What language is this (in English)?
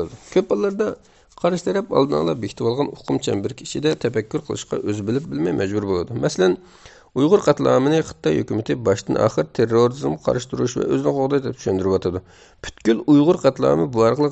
Uyghur